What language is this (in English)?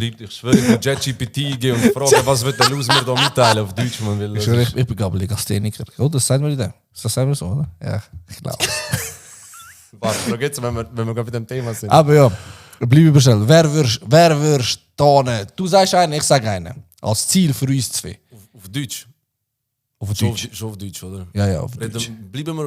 Swiss German